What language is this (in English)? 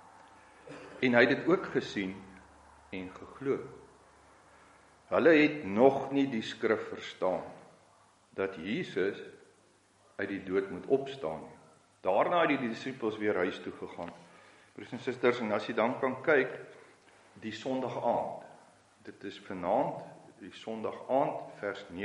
Afrikaans